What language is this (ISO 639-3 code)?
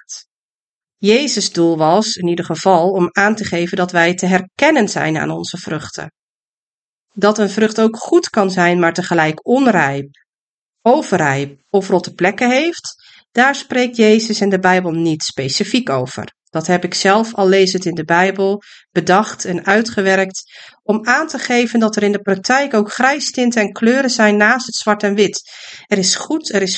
nld